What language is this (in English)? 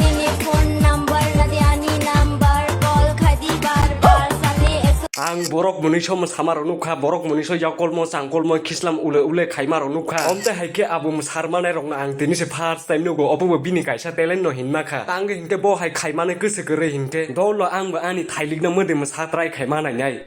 Kok Borok